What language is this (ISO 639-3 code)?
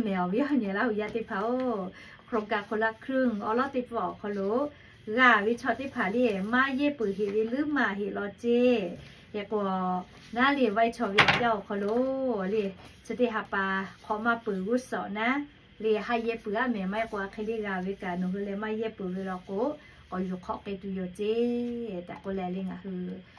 lhu